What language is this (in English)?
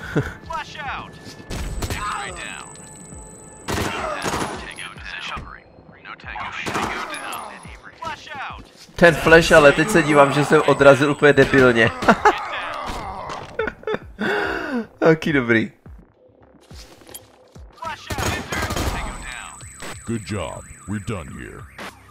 Czech